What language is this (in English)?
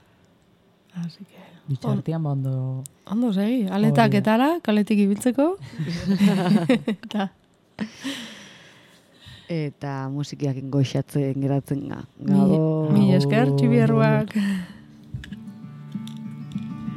Basque